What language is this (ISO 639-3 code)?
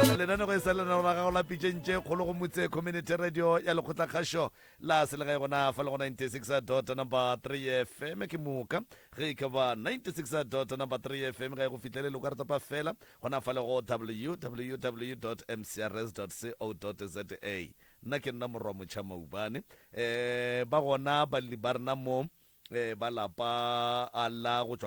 nso